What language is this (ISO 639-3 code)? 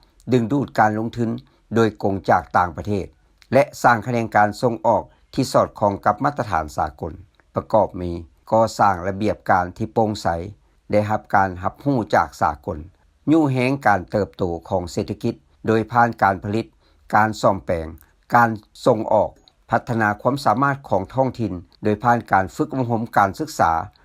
lao